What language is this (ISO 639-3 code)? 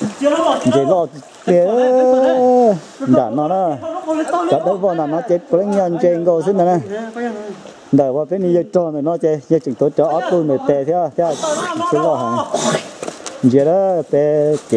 vie